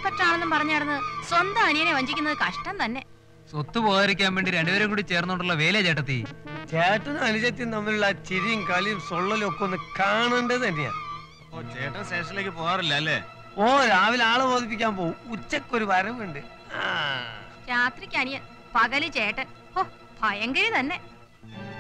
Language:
Malayalam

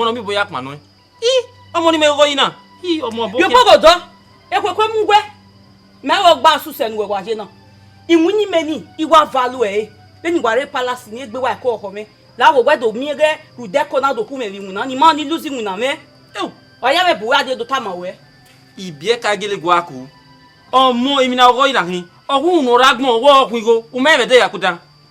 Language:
Bini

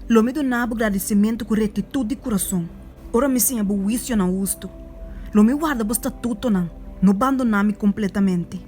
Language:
Papiamento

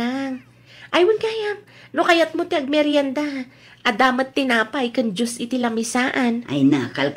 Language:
Iloko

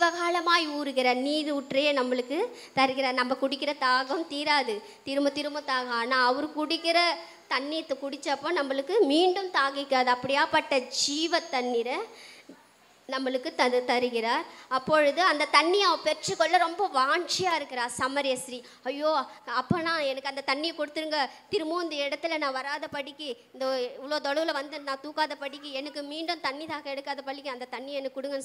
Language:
Tamil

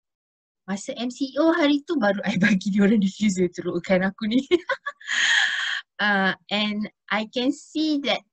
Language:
Malay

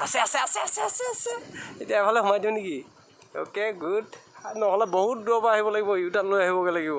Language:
Assamese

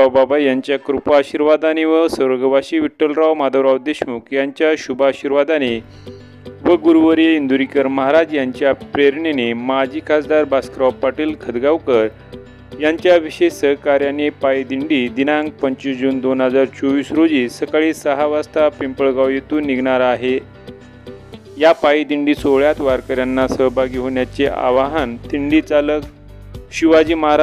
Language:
Marathi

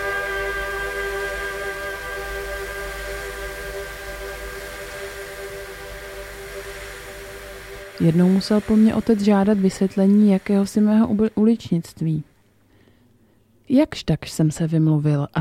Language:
Czech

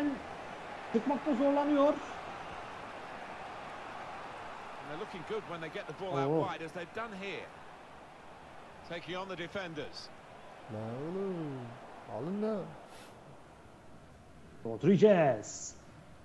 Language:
Turkish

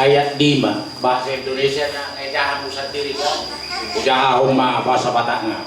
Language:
Batak Toba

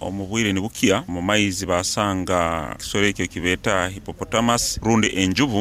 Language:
Nyoro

